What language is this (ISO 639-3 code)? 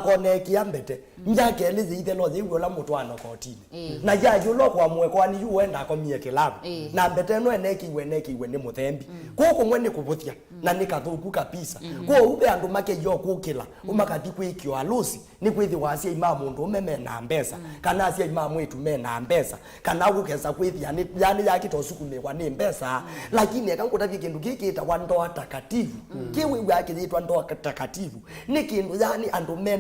kam